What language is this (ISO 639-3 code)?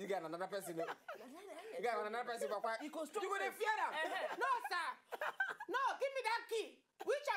pcm